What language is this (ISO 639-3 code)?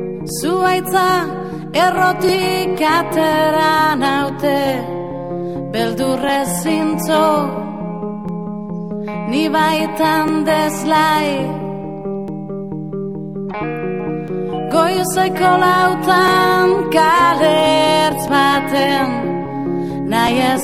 eus